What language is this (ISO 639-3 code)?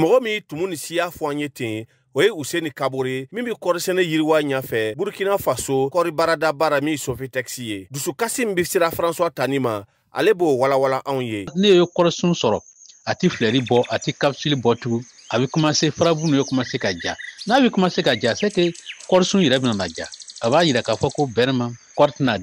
bam